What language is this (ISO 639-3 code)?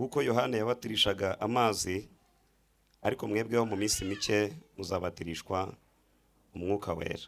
kin